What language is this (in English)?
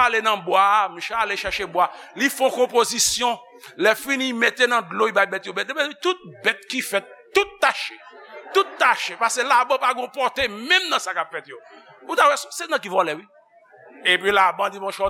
Haitian Creole